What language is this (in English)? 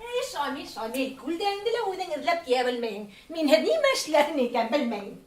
Bashkir